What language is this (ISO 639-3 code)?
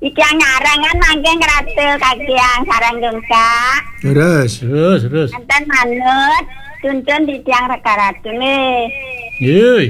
ban